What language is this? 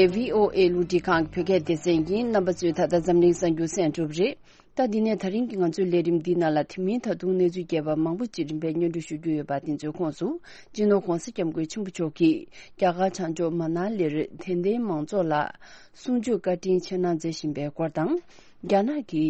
Tibetan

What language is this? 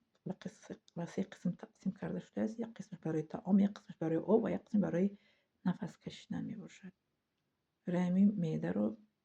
Tajik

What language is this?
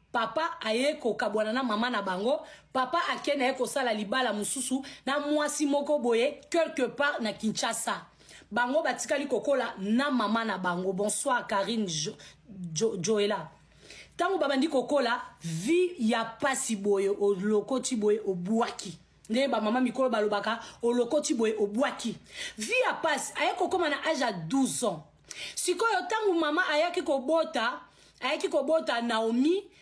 Lingala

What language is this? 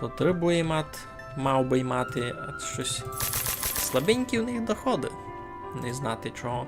Rusyn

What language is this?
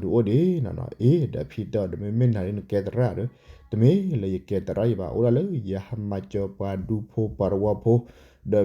S'gaw Karen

